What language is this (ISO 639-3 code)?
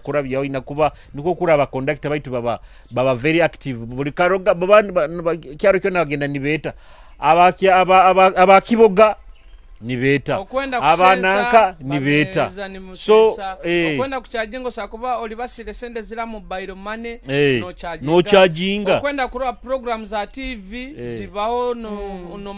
nyo